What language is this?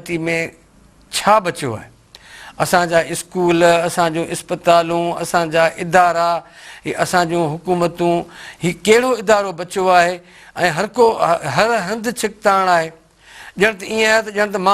Sindhi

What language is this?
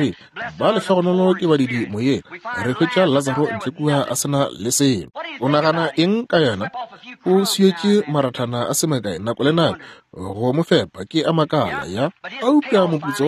Northern Sotho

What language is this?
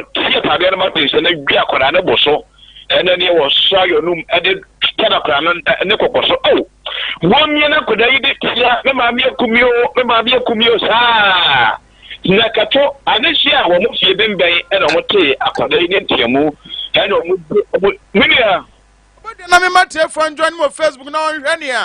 Akan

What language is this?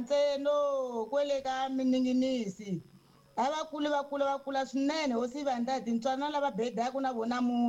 Tsonga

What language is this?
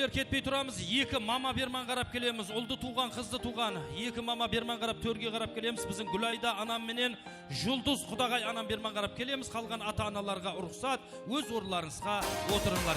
Kara-Kalpak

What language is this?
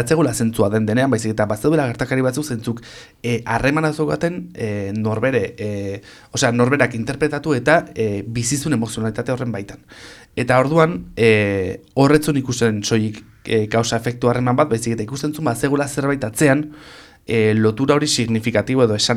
Basque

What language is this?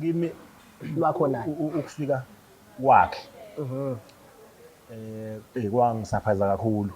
Zulu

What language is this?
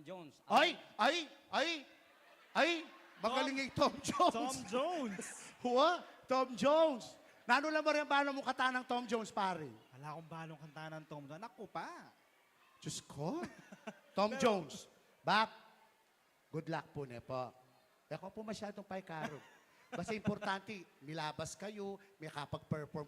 Pampanga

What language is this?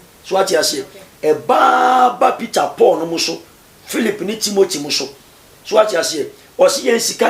Akan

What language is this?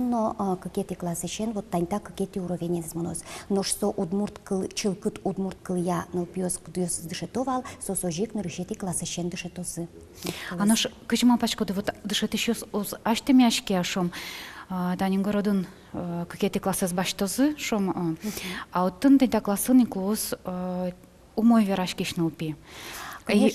Udmurt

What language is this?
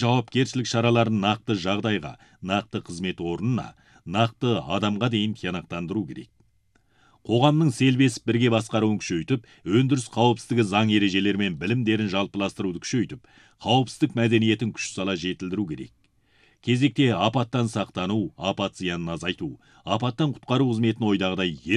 Kazakh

